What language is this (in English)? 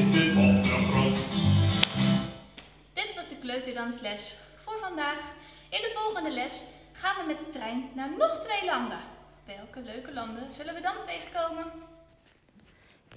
Dutch